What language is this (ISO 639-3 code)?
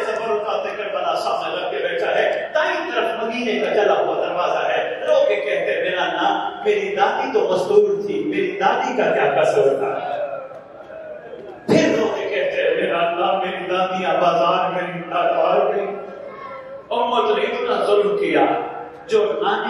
urd